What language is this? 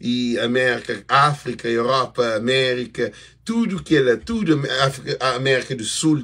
Kabuverdianu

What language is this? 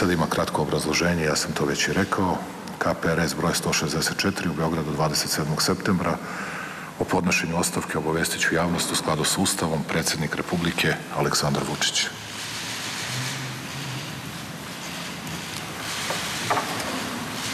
Serbian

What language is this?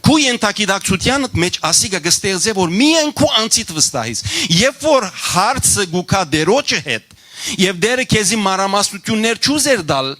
Western Armenian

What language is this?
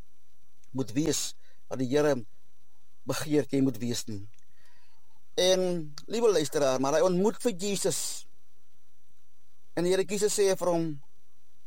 Afrikaans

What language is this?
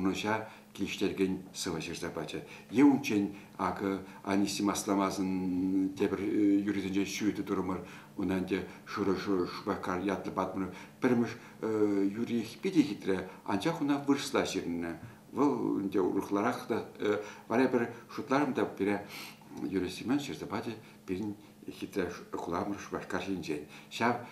Chuvash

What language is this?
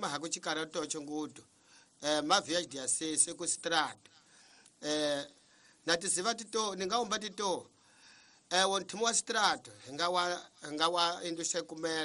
Tsonga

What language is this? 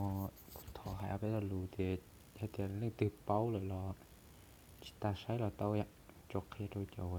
Hmong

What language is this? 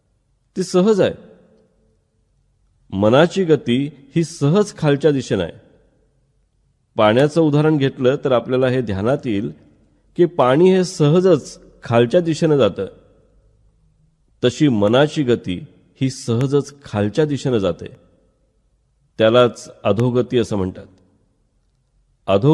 Marathi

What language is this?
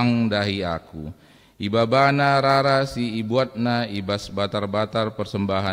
Batak Karo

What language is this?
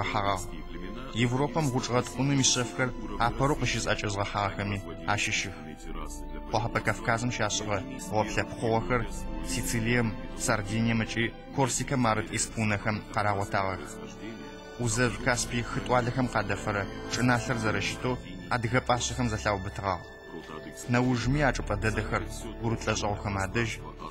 Adyghe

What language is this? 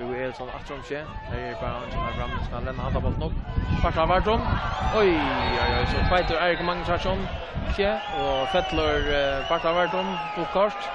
Faroese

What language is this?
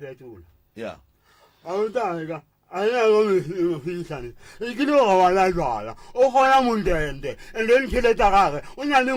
Northern Sotho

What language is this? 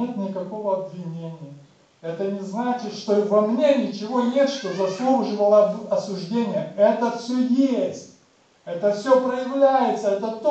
Russian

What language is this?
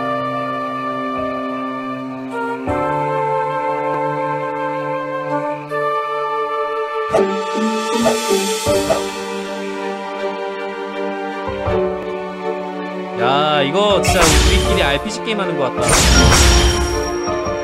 Korean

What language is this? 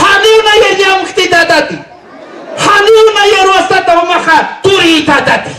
Aymara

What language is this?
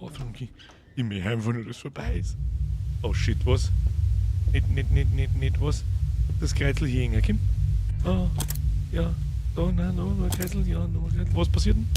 Bavarian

